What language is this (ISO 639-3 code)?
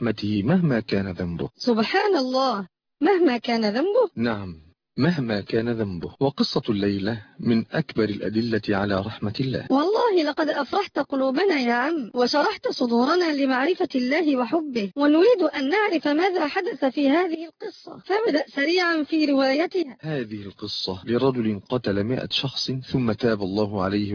ara